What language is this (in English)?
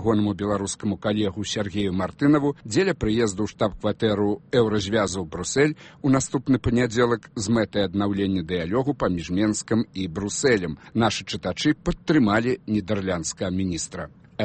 Belarusian